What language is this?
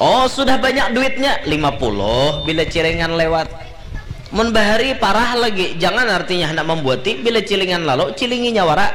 Banjar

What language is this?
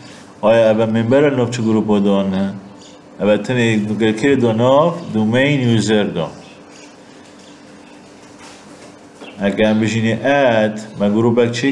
Persian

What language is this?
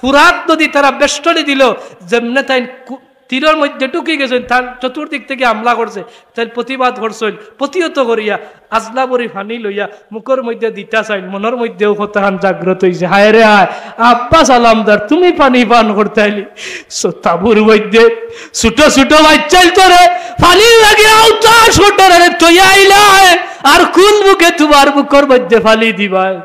Sylheti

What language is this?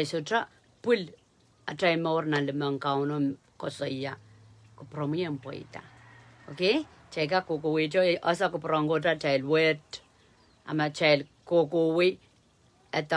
Pohnpeian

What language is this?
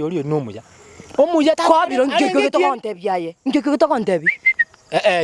Gusii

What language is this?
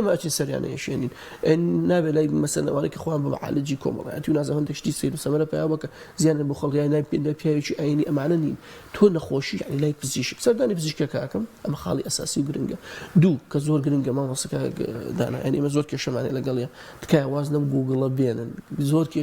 Central Kurdish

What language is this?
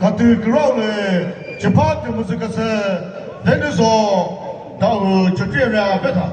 Chokri Naga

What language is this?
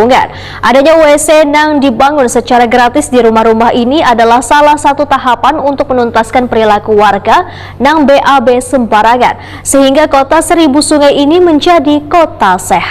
Banjar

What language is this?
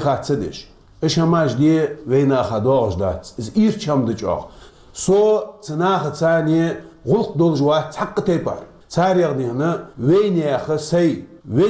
Chechen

